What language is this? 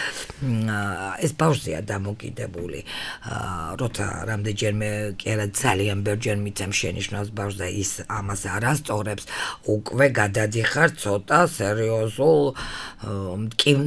Georgian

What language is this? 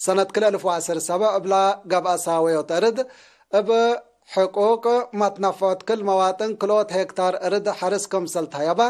Tigre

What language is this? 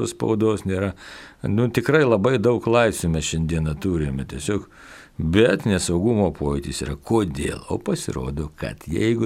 Lithuanian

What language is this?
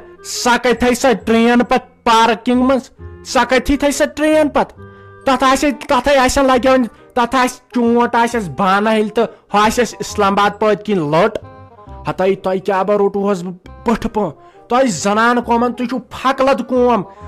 Kashmiri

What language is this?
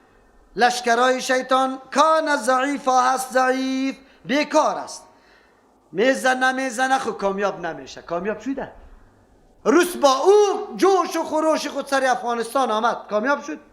Persian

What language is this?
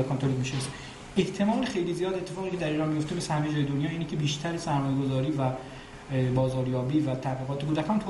Persian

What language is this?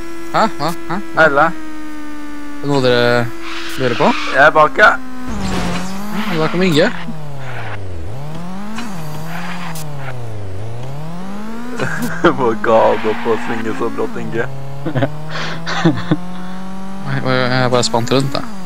Norwegian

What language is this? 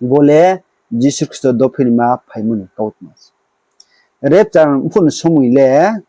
Riang (India)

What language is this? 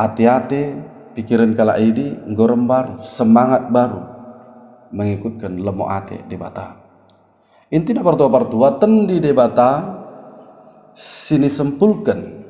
Batak Dairi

